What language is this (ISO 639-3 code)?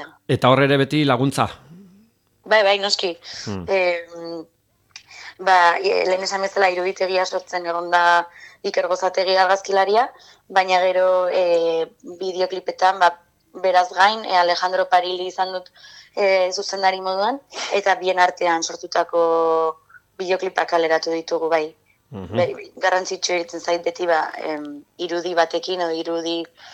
eus